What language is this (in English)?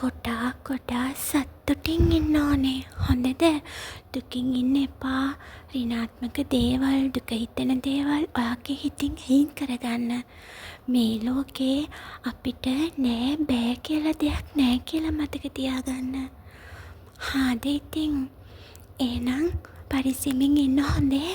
Sinhala